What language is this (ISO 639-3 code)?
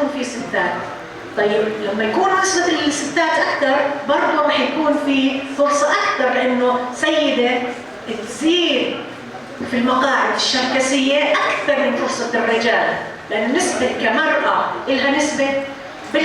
apc